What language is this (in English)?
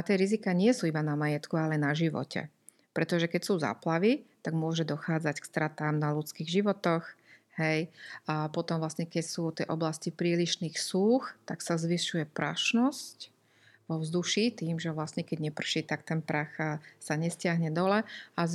Slovak